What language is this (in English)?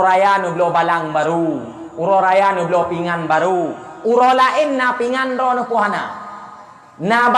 Achinese